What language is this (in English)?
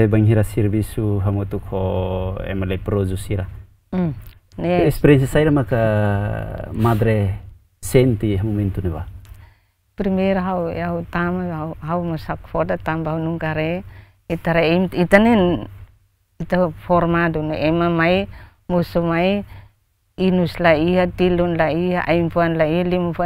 Tetum